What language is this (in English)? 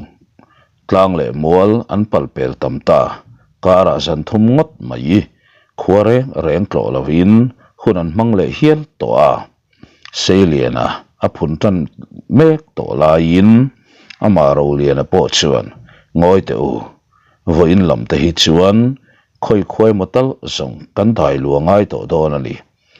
Mizo